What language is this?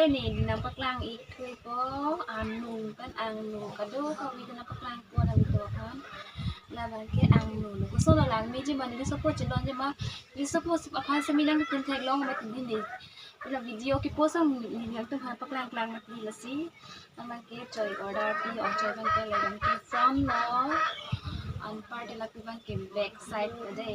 Karbi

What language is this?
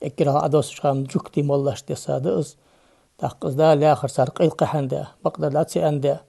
Ingush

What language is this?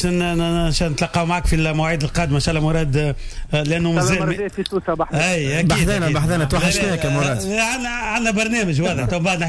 Tunisian Arabic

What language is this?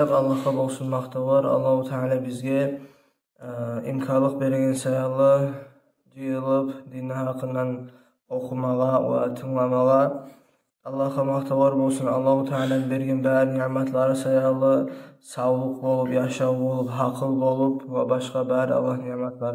Kumyk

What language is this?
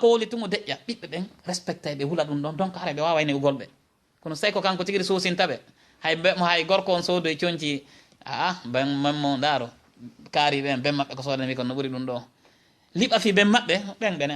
Fula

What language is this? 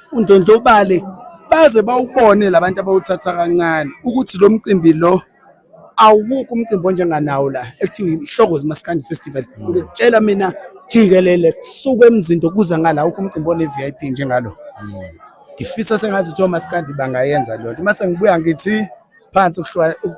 Zulu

